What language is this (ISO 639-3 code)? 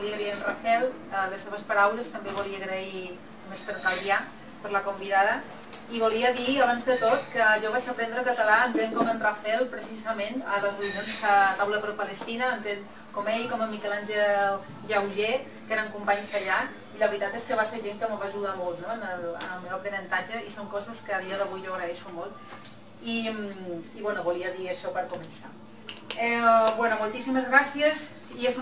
cat